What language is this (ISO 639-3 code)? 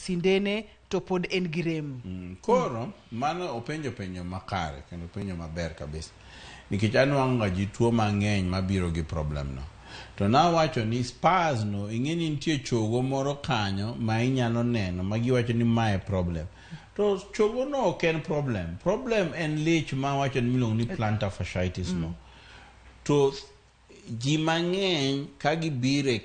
luo